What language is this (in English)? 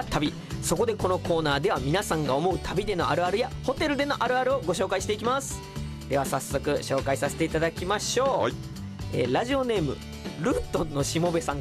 Japanese